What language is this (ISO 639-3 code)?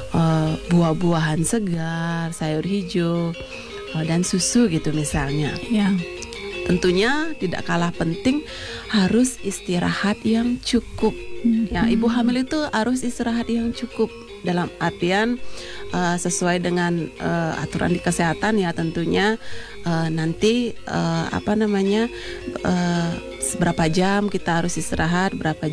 ind